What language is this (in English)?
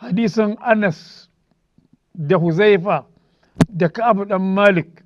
Hausa